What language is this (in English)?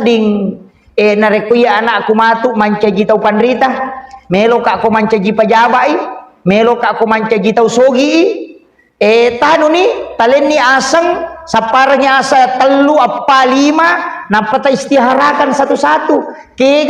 Buginese